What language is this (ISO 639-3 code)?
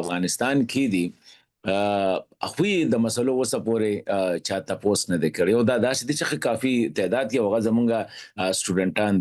pus